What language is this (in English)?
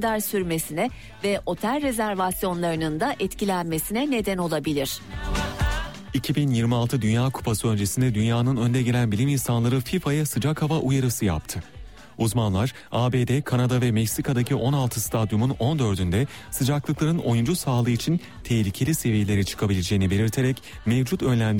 Turkish